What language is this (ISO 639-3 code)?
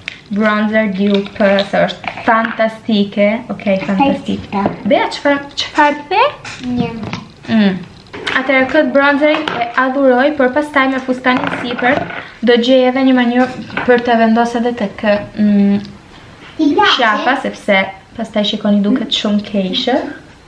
sqi